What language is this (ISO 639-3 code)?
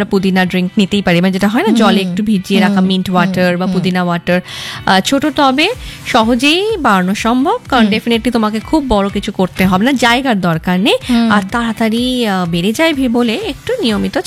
ben